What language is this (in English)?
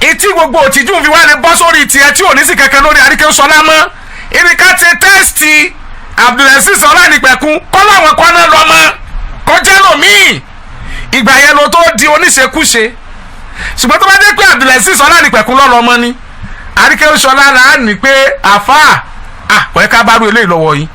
Yoruba